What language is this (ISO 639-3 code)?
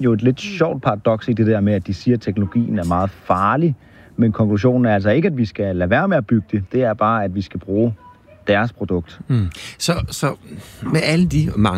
dan